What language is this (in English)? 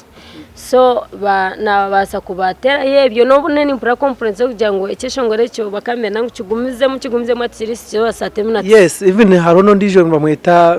Nyankole